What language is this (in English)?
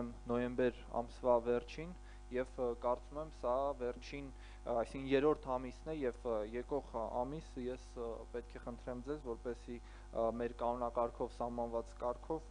Armenian